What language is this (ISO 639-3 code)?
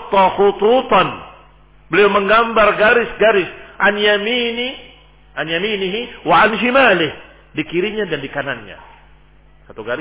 ind